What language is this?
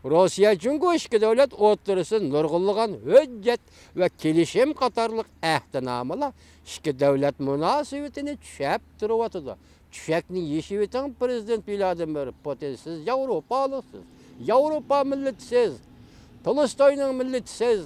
Uyghur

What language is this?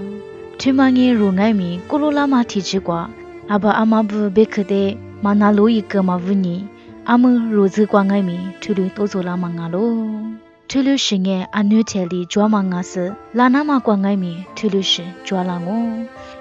Lisu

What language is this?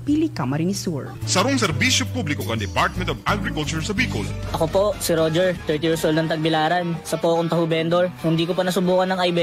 Bikol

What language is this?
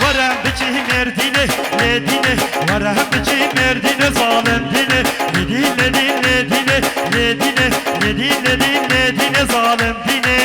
Kurdish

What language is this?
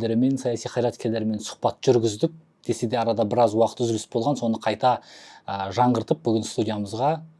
Kazakh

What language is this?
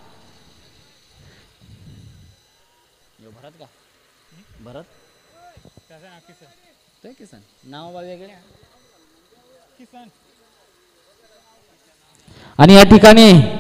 Marathi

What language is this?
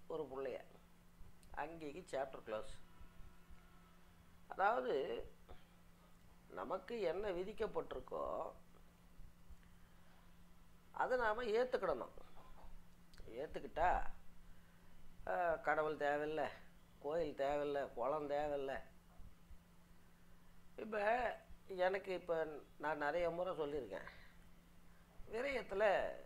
Tamil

